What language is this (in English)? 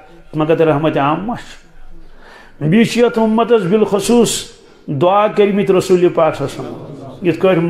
Kashmiri